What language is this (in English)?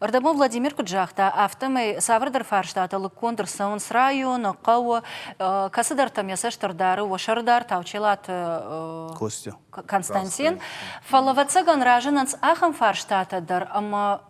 Ossetic